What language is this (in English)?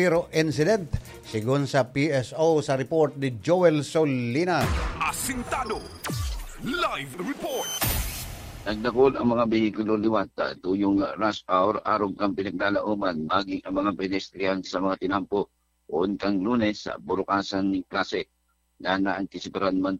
Bikol